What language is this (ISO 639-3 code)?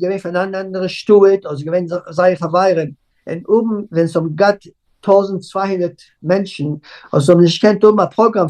yid